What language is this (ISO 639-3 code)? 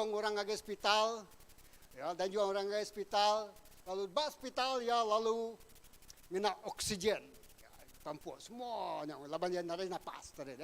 iba